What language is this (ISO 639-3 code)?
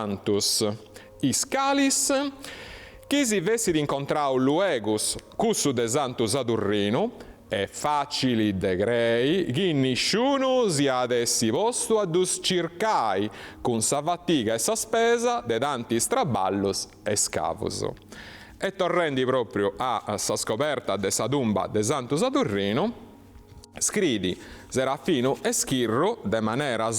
srd